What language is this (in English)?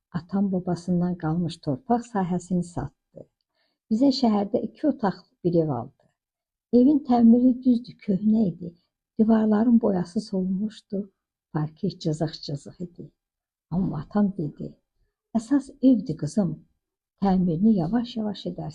Azerbaijani